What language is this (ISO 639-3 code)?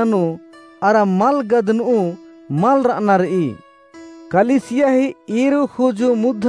kru